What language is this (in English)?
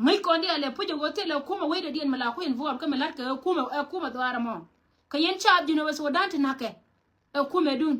Nuer